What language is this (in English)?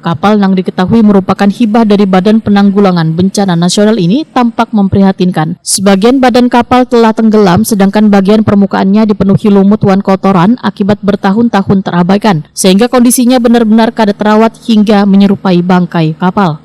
Banjar